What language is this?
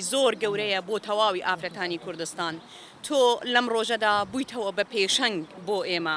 Central Kurdish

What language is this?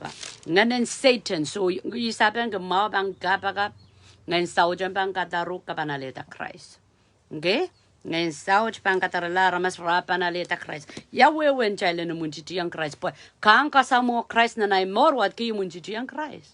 Pohnpeian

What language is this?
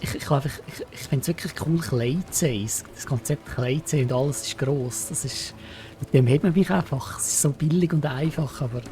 Swiss German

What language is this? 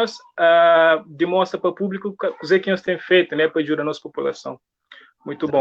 Kabuverdianu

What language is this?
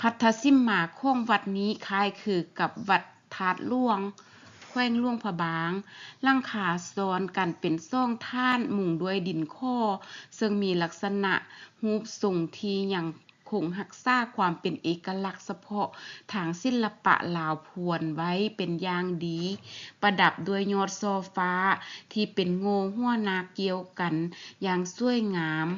Lao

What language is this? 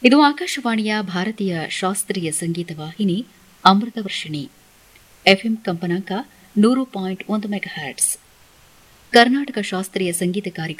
Kannada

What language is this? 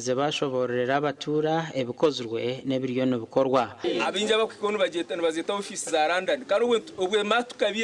Nyankole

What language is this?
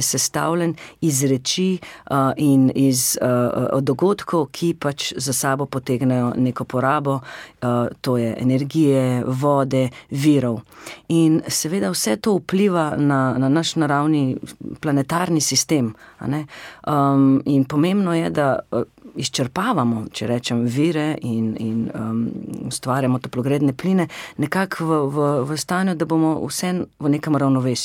Slovenian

